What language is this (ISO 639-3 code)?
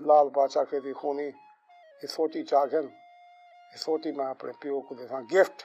skr